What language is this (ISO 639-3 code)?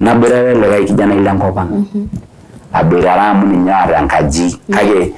mas